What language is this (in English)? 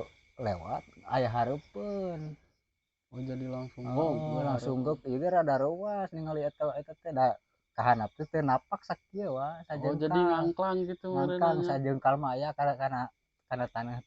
Sundanese